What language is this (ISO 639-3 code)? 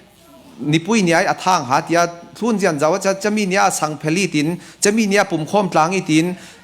cfm